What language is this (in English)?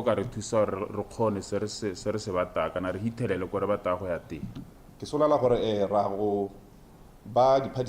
Tswana